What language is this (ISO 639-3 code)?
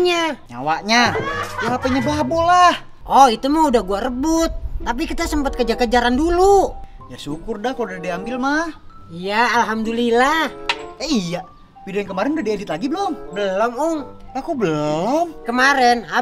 bew